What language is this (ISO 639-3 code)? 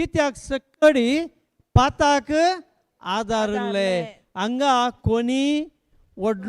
kok